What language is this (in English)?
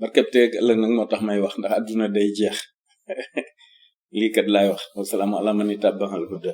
Wolof